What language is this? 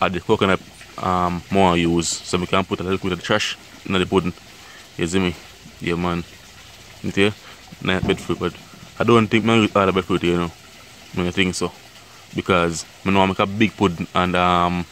Jamaican Creole English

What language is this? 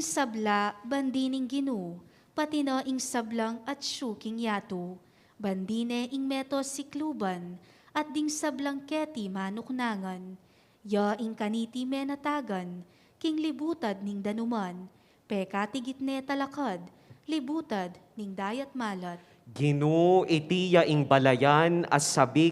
Pampanga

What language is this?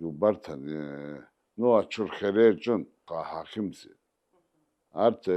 Abkhazian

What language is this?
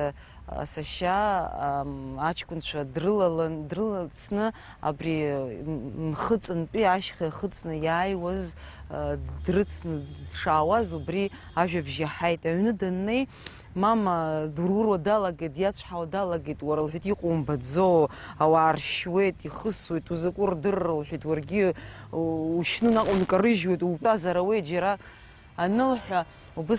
Abkhazian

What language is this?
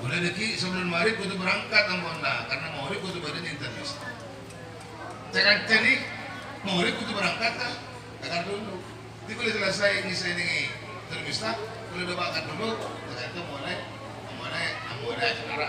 Madurese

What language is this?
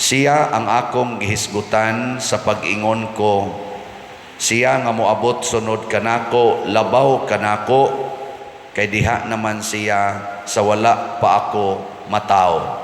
Cebuano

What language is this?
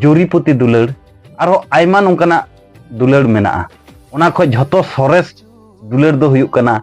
Santali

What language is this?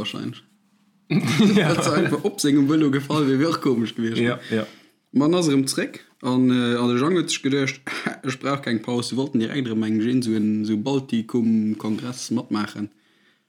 Luxembourgish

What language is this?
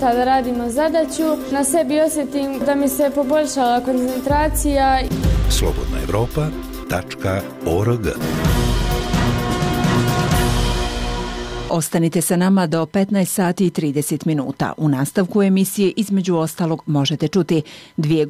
Bosnian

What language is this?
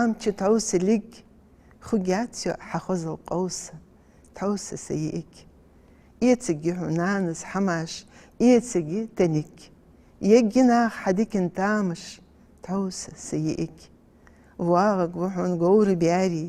Ingush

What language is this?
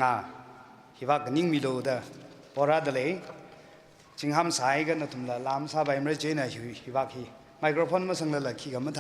Tangkhul Naga (India)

